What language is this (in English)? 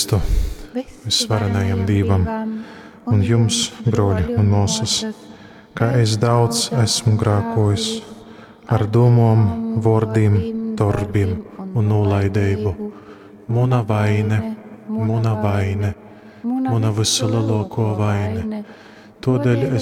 Latgalian